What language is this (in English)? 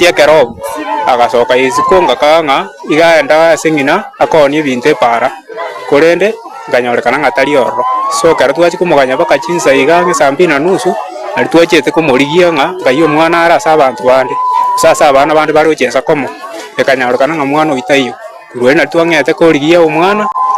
Gusii